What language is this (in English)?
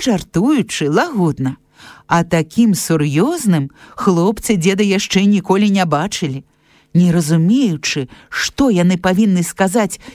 Belarusian